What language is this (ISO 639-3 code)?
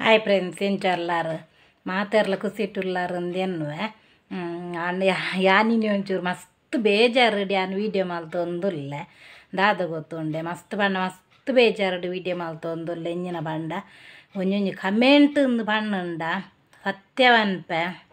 tcy